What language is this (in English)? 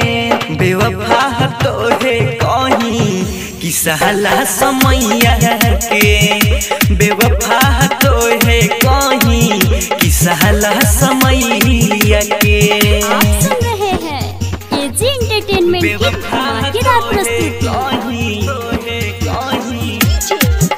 Bhojpuri